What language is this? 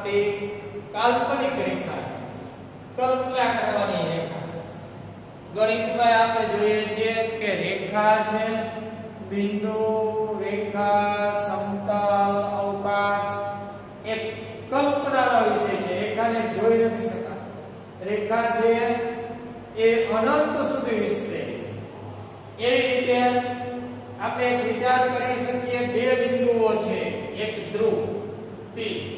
Gujarati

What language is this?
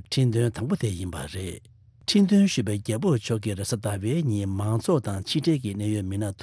Tibetan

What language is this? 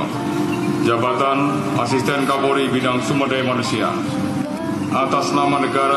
Indonesian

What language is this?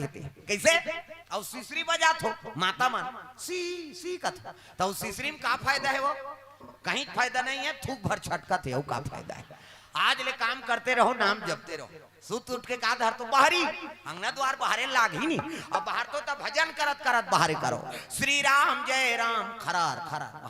Chhattisgarhi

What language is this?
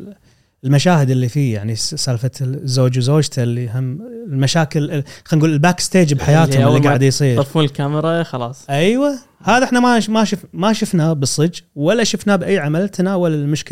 Gulf Arabic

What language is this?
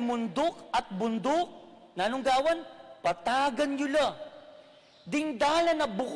Pampanga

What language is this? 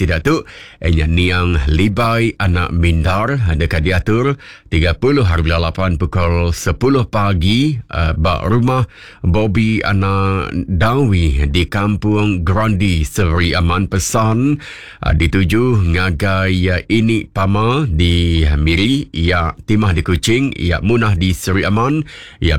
Iban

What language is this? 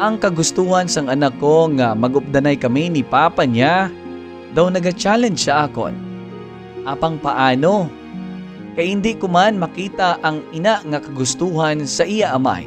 Hiligaynon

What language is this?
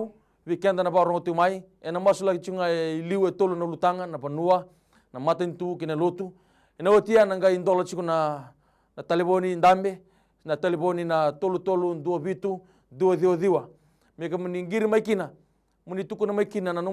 Fijian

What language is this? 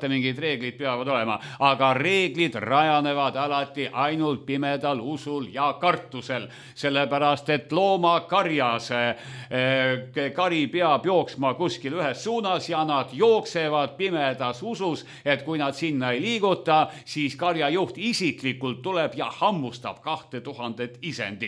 Estonian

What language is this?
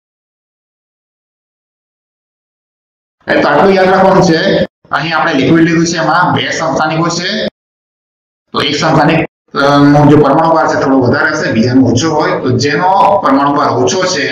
Gujarati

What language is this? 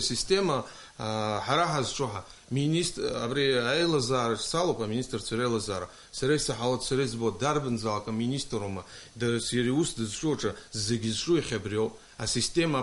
Abkhazian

